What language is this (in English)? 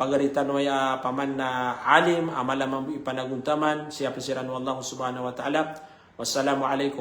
Maranao